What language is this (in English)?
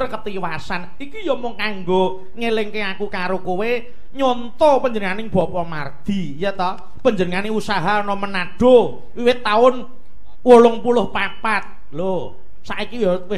Javanese